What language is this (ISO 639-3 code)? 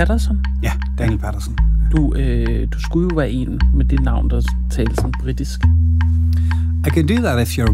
dan